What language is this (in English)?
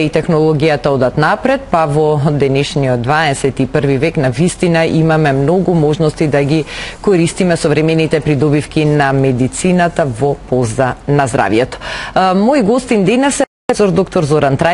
Macedonian